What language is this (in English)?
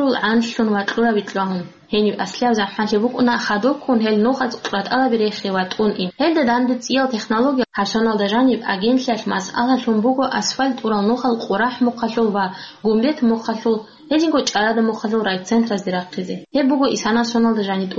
Avaric